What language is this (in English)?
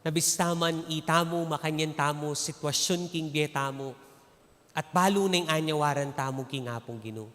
Pampanga